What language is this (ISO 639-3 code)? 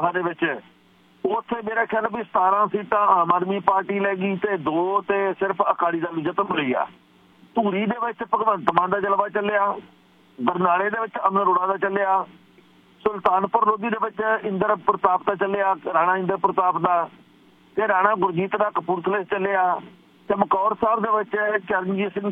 pan